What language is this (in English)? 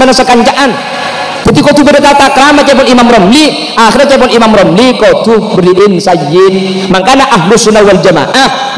Madurese